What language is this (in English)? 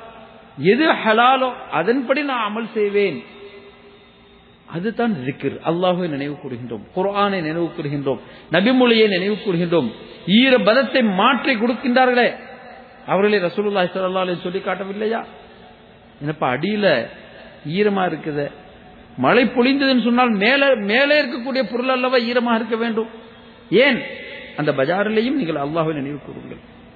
Tamil